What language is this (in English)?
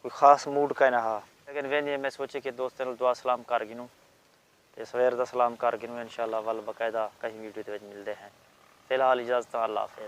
Saraiki